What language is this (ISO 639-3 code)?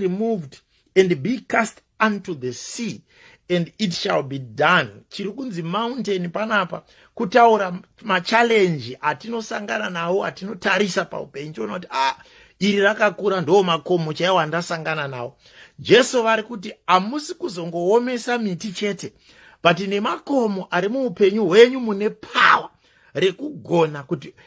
sna